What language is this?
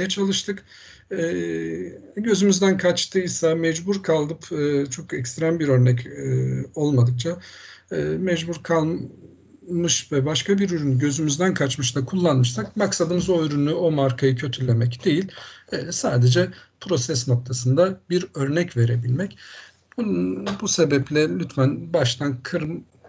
Turkish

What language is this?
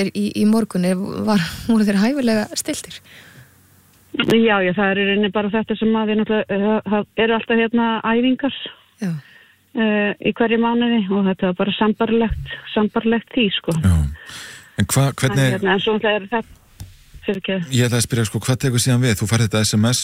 Icelandic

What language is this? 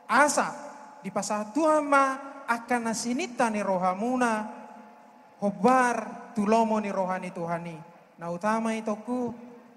Batak Toba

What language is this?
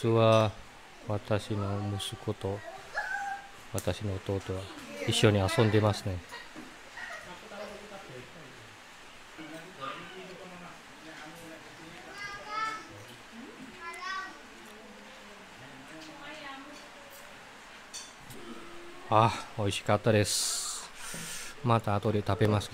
Japanese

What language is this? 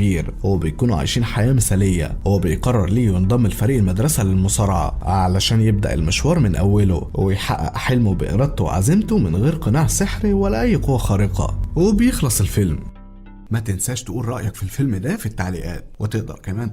Egyptian Arabic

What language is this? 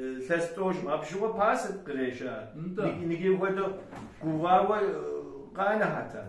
Kabardian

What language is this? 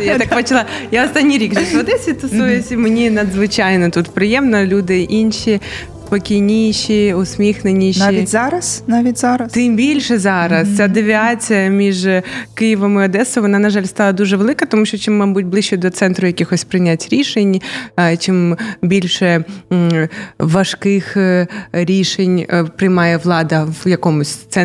Ukrainian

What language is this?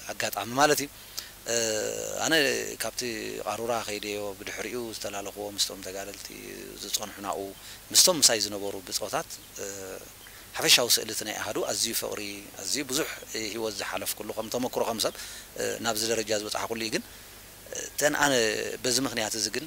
Tigrinya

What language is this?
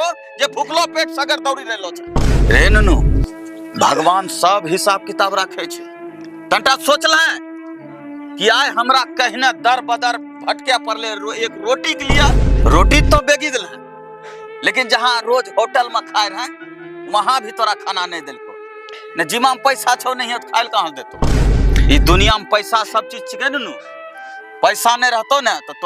Angika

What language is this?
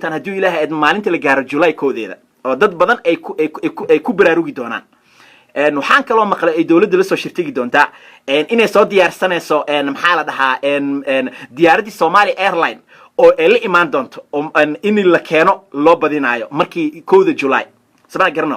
Somali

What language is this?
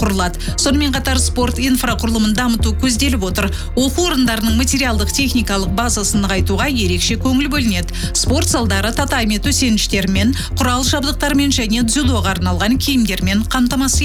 Kazakh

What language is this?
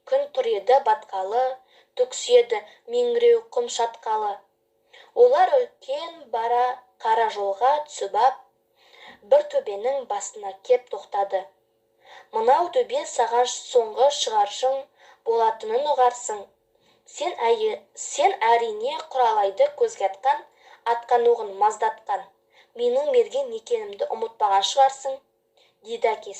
Kazakh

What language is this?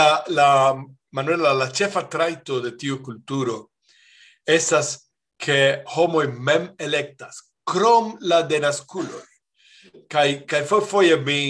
Esperanto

